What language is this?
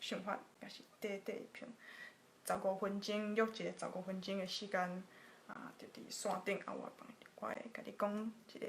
Min Nan Chinese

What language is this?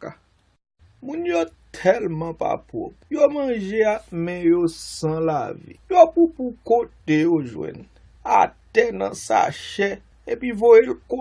Haitian Creole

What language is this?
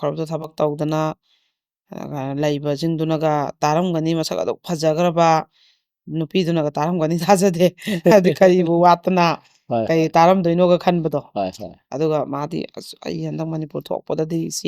Manipuri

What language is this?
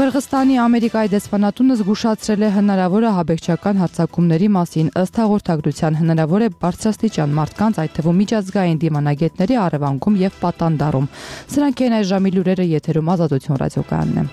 Armenian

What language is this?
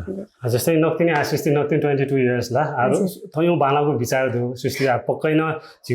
Newari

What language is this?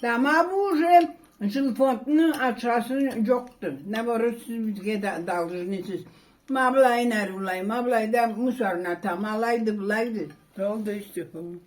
Karachay-Balkar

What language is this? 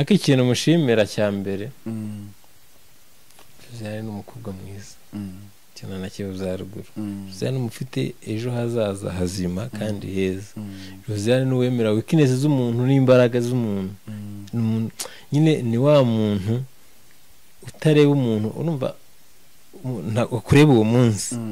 Kinyarwanda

